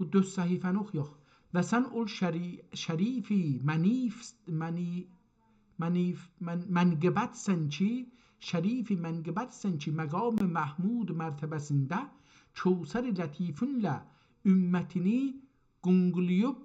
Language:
South Azerbaijani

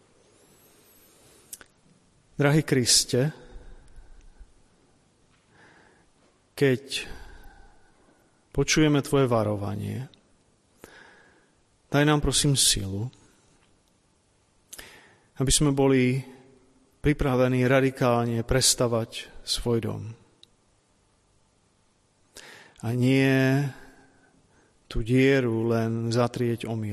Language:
Slovak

